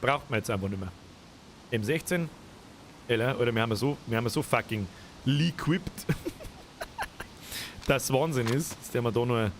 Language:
Bavarian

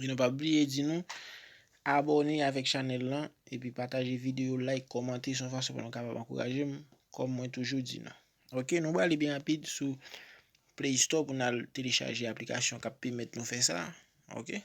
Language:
Haitian Creole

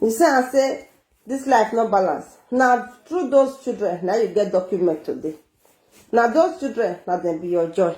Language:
Nigerian Pidgin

